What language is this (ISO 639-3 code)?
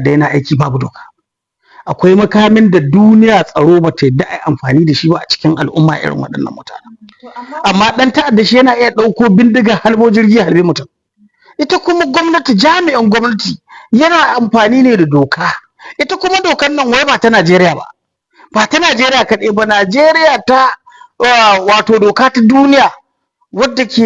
hau